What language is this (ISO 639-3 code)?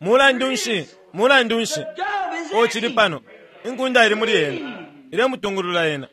bem